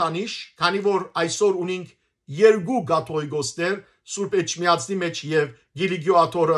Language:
Western Armenian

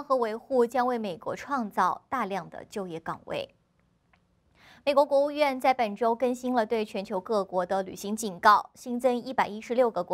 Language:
Chinese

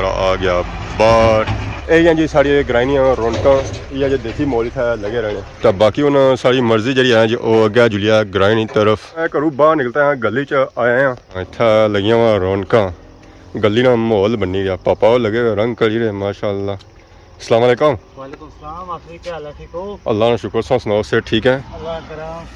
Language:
Pahari-Potwari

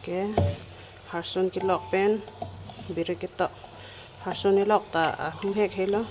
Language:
Karbi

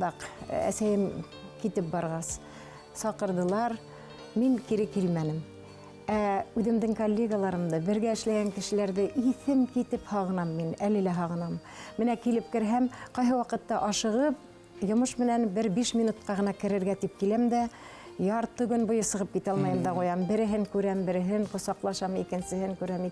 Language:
Bashkir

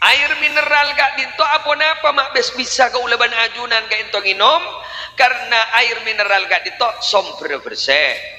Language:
Madurese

